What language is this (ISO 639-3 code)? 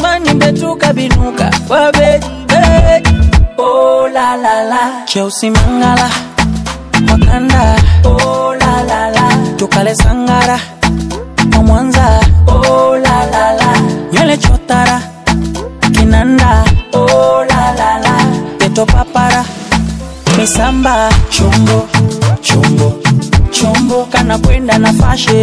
swa